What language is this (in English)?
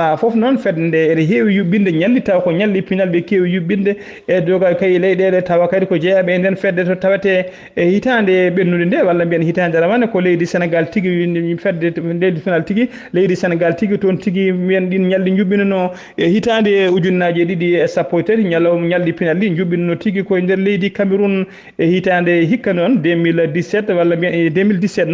Fula